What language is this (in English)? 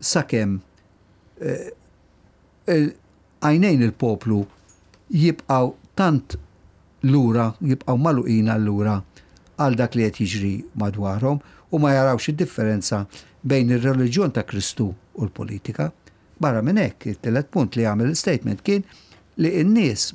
Maltese